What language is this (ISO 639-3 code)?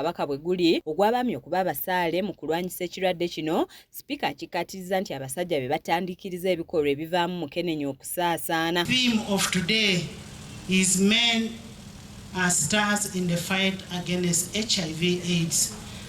lug